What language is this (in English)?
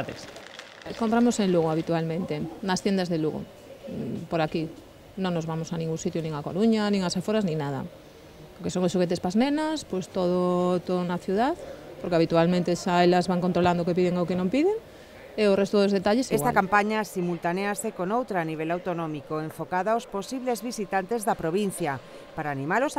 Galician